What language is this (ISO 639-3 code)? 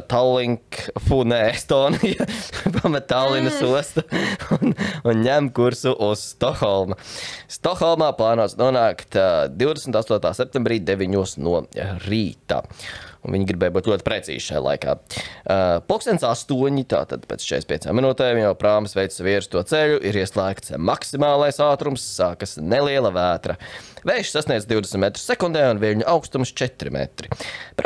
lav